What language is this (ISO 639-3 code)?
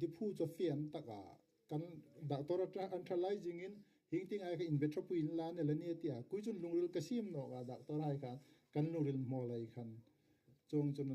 hmr